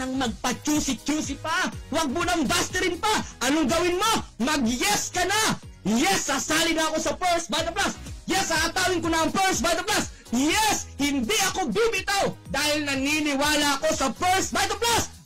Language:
Filipino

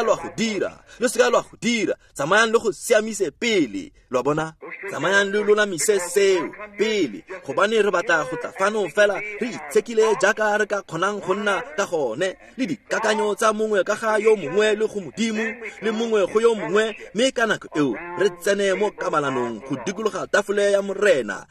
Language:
Tswana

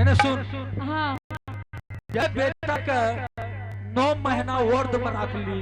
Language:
Angika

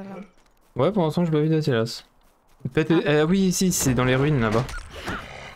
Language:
French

